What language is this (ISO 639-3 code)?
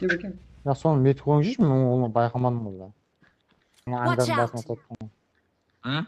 kaa